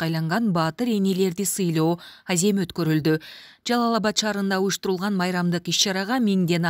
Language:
Kyrgyz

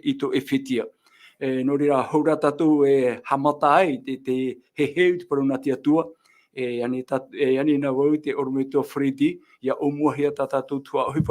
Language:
Tahitian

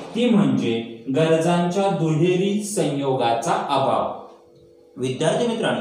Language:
Marathi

